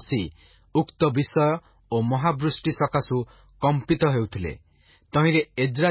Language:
Odia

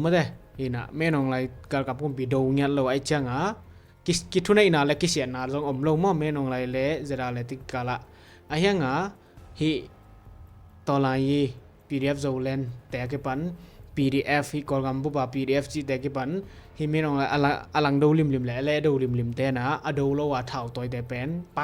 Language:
Tedim Chin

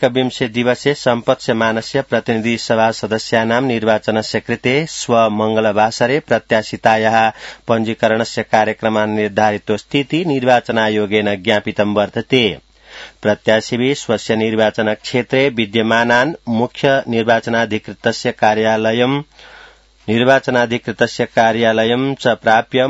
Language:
Sanskrit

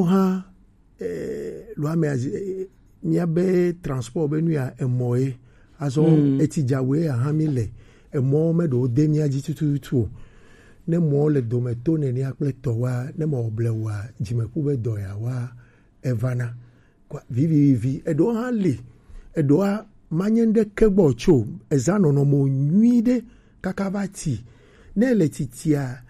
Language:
Gen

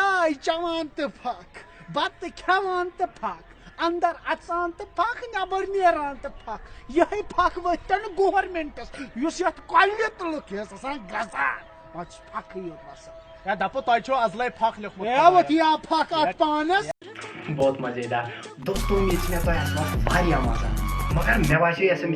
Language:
Kashmiri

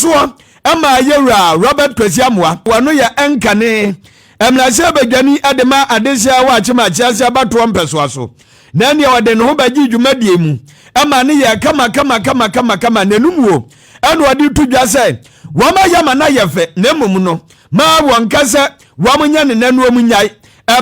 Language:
Akan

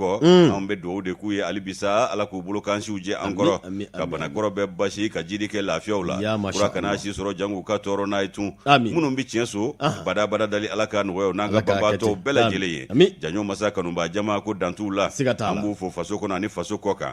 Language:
Bambara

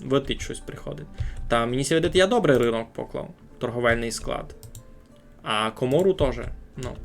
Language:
Rusyn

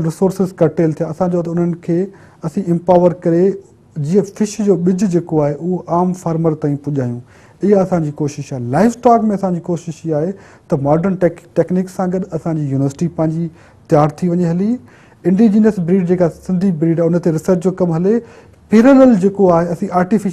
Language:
Sindhi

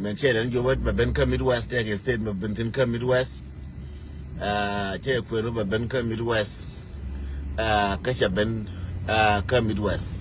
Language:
Nuer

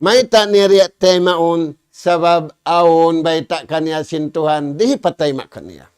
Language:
Tausug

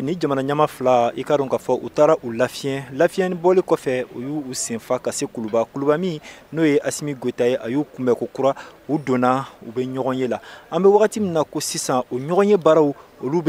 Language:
Bambara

